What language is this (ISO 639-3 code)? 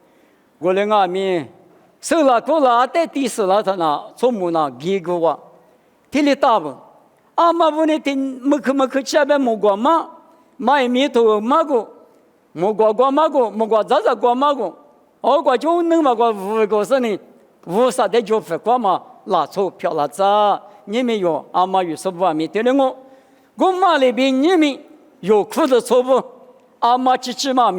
lis